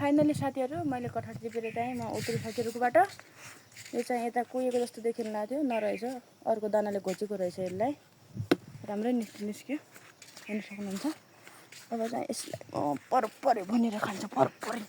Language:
Nepali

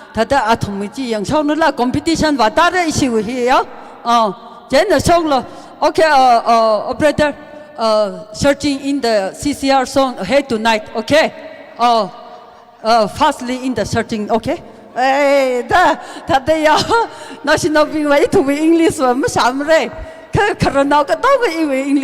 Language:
Tangkhul Naga (India)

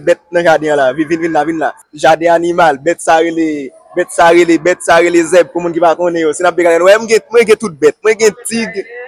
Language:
Haitian Creole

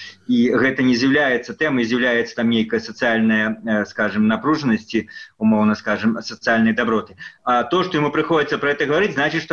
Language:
Belarusian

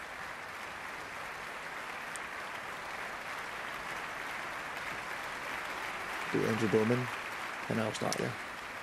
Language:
Danish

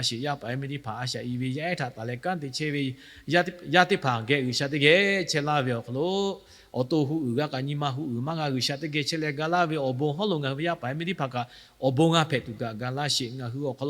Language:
Lahu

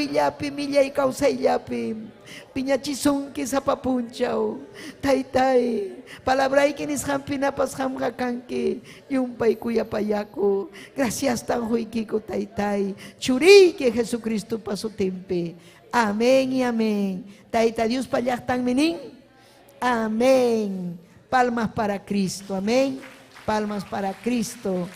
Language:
Ayacucho Quechua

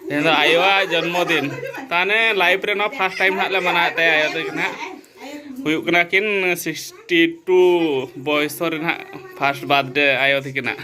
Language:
Santali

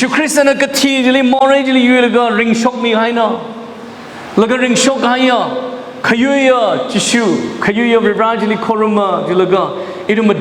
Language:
Tangkhul Naga (India)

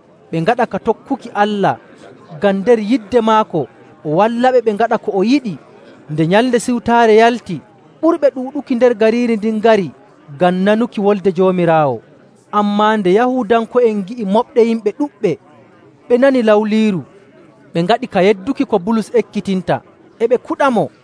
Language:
Nigerian Fulfulde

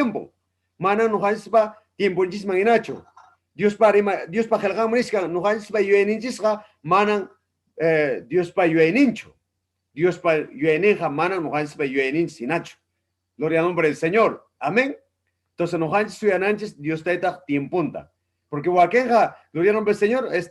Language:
Ayacucho Quechua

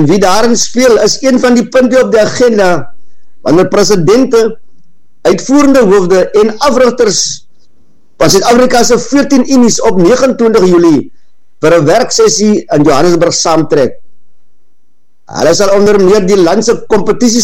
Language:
Afrikaans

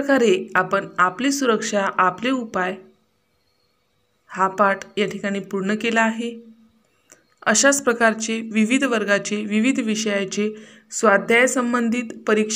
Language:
Marathi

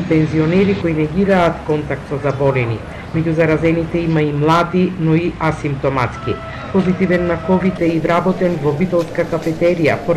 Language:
Macedonian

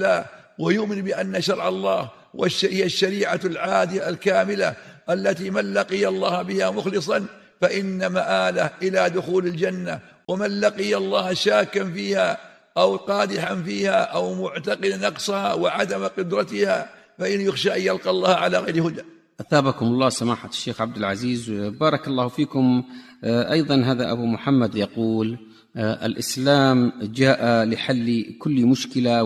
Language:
Arabic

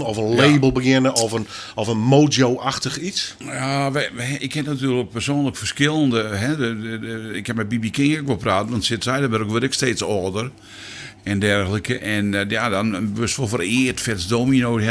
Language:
Western Frisian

